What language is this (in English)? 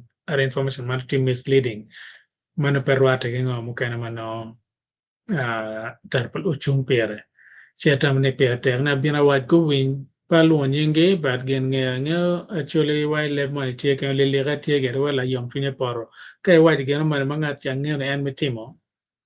Acoli